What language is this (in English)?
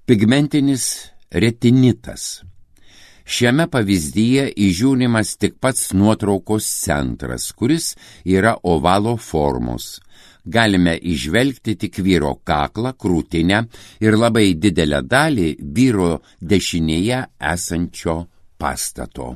Lithuanian